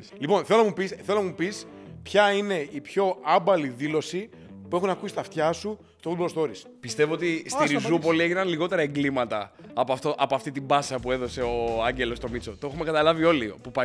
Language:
Greek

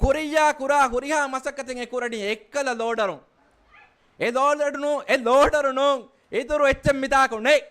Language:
Divehi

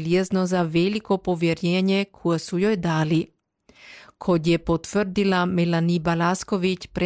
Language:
Croatian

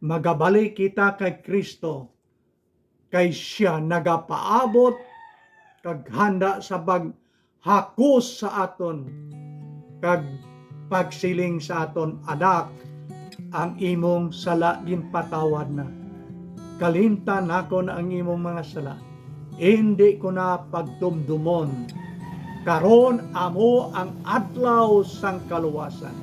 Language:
Hiligaynon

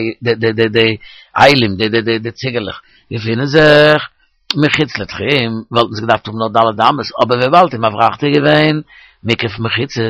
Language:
Yiddish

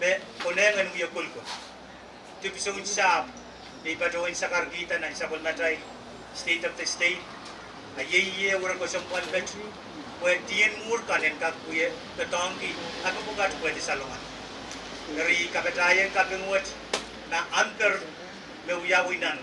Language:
Pohnpeian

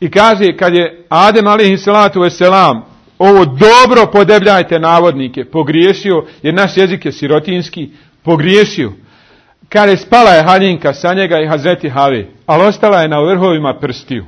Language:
Bosnian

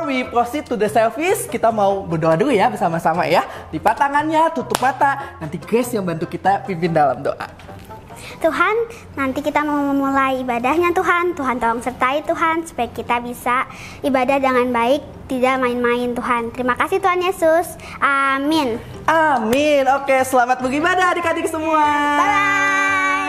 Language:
Indonesian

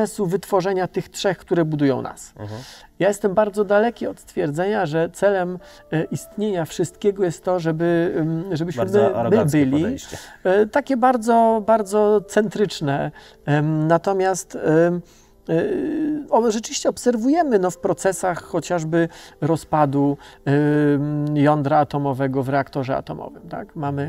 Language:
Polish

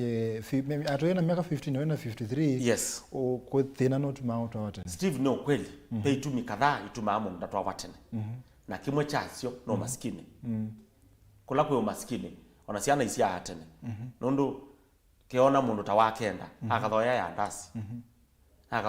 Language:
Kamba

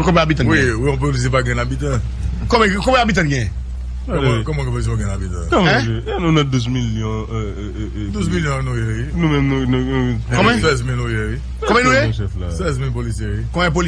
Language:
Haitian Creole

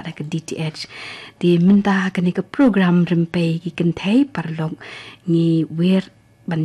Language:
Khasi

